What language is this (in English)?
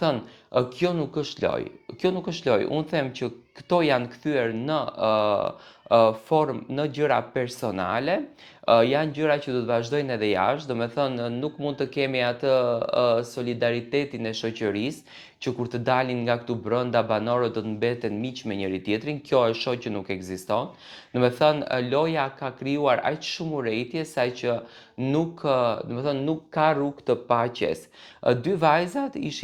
Albanian